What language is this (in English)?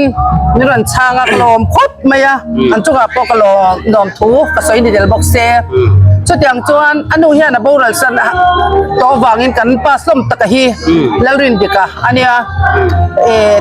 Hmar